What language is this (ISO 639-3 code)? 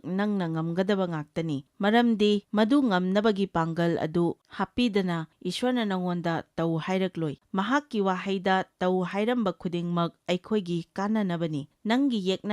mni